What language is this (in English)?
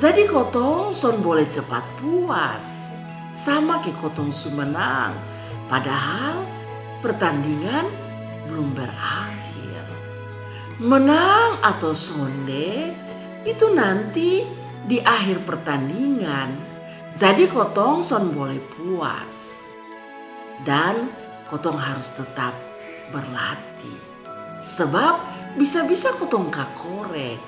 Kupang Malay